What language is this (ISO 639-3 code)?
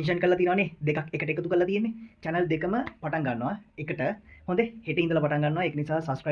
sin